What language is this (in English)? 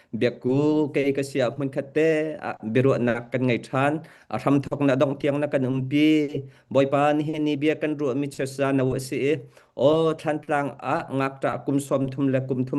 Hakha Chin